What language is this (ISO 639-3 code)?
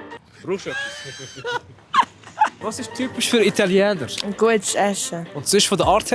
gsw